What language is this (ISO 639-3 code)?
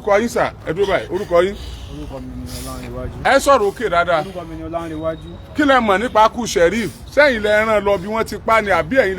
yor